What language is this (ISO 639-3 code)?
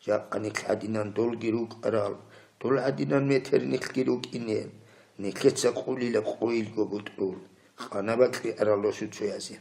ava